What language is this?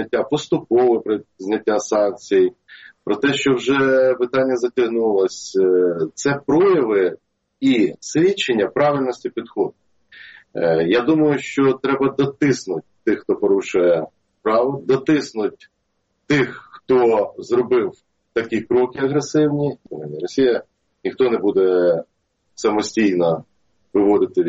Ukrainian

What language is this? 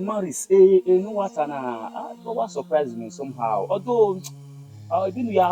Bini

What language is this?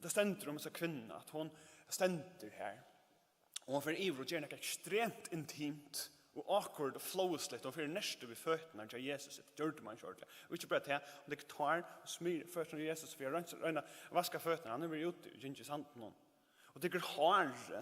Faroese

